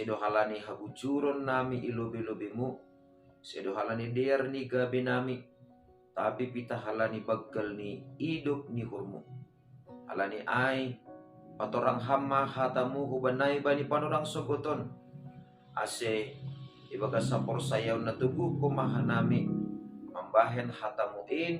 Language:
Batak Simalungun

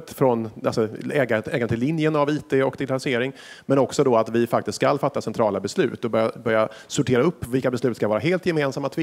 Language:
Swedish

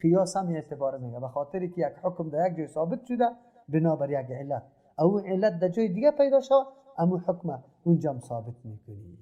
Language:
Persian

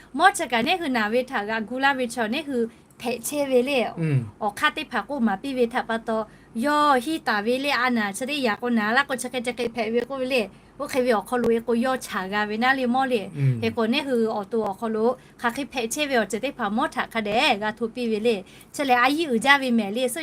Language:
Lahu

